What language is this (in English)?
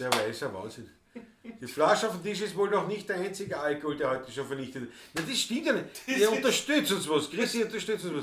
Bavarian